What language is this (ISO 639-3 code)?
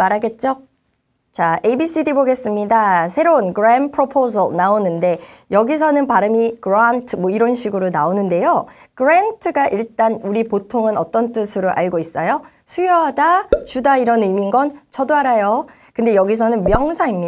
kor